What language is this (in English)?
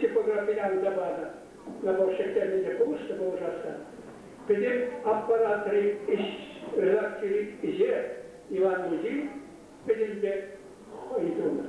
Chuvash